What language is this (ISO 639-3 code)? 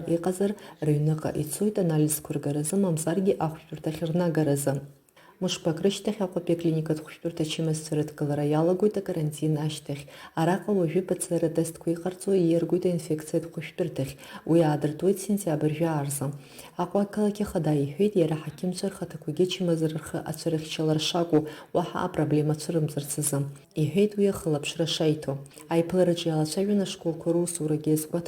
abk